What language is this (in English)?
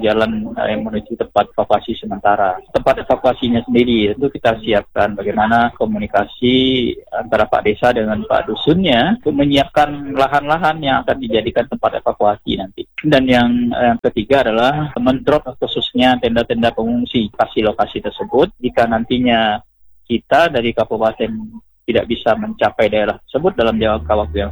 Indonesian